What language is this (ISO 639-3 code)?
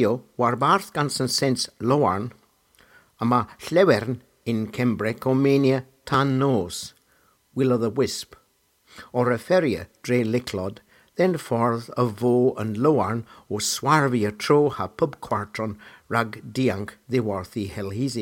cor